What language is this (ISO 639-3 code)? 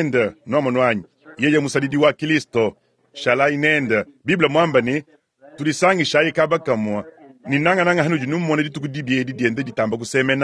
lua